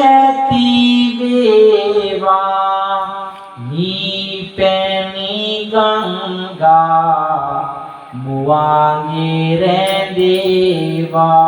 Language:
Sinhala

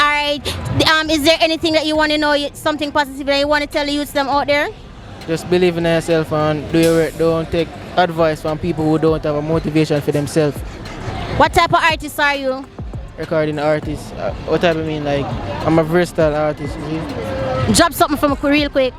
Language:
Jamaican Creole English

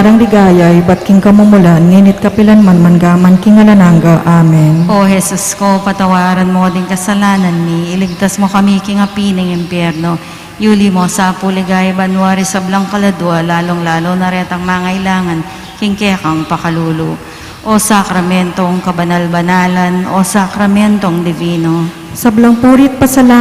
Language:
Pampanga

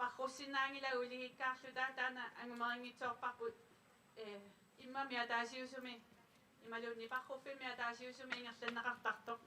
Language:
Kalaallisut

